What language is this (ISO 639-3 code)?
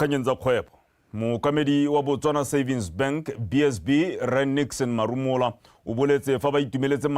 tsn